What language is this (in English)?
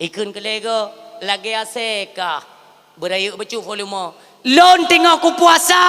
Achinese